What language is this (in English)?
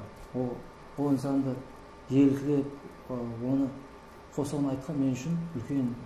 Kara-Kalpak